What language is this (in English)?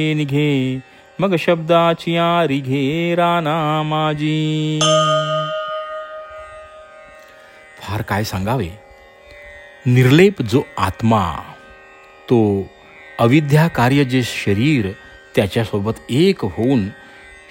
Marathi